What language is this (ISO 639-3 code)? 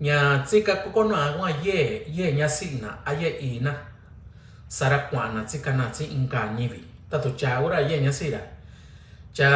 mix